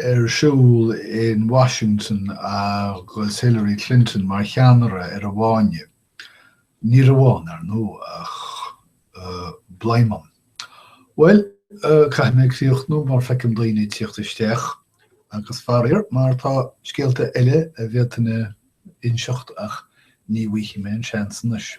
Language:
Irish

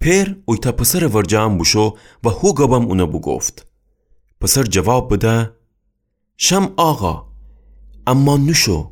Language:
Gilaki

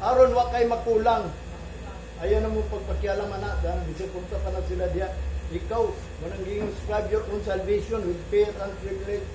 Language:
Cebuano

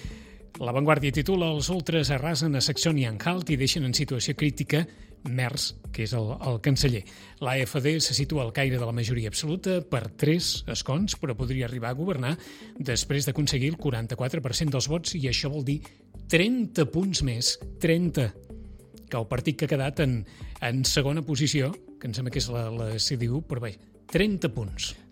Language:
Catalan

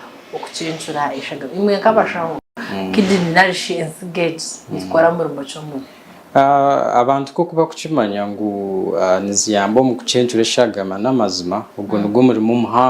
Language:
Nyankole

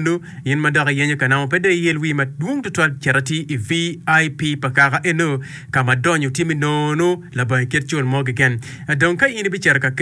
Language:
Acoli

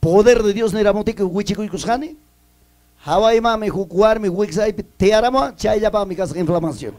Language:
Ayacucho Quechua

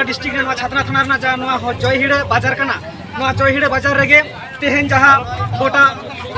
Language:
Santali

